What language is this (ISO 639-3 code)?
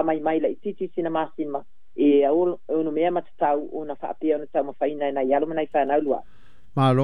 smo